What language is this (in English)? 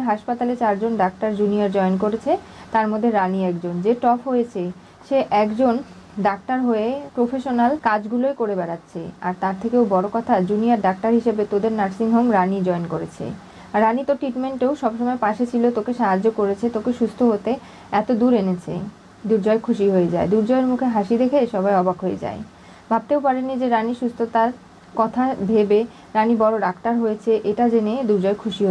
Bangla